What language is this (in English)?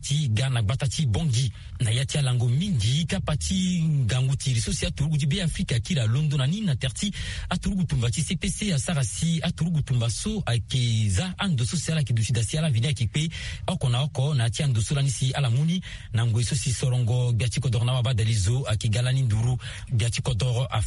Sango